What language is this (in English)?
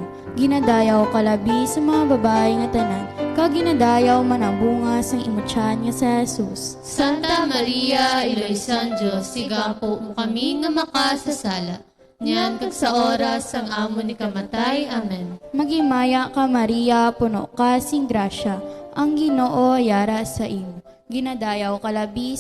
Hiligaynon